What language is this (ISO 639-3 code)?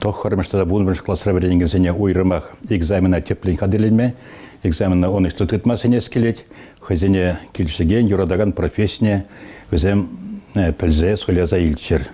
chv